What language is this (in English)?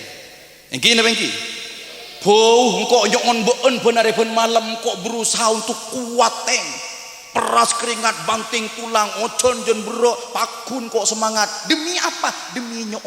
Madurese